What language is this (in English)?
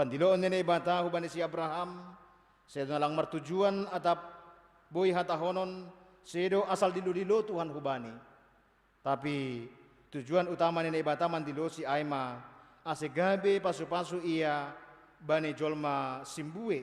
Batak Simalungun